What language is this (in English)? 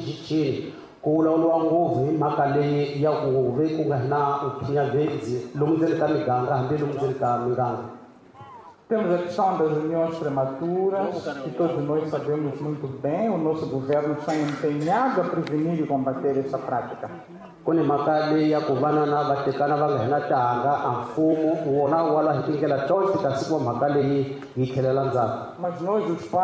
Tsonga